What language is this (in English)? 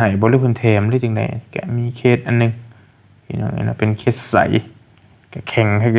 Northeastern Thai